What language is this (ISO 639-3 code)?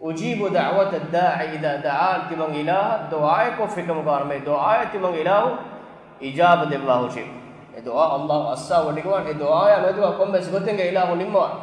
div